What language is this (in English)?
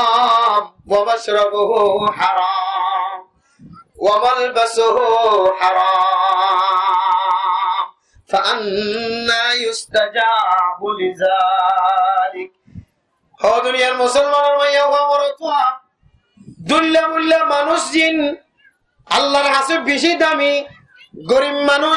Rohingya